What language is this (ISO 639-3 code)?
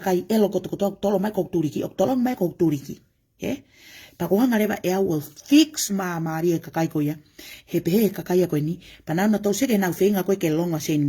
ton